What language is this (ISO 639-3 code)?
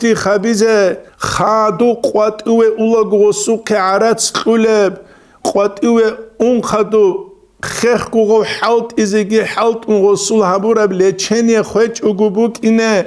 ava